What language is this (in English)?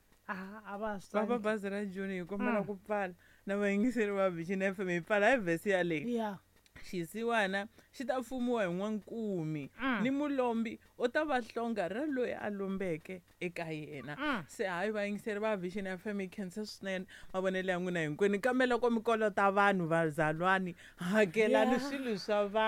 Tsonga